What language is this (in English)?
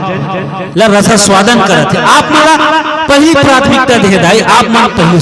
Chhattisgarhi